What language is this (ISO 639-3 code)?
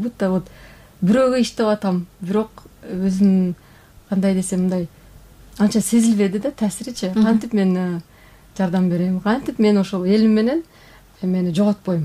kir